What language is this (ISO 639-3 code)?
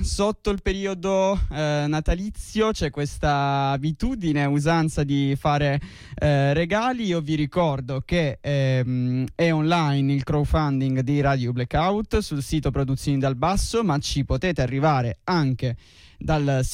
ita